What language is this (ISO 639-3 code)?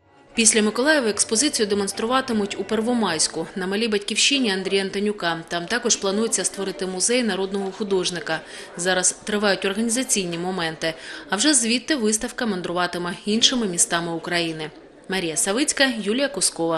ukr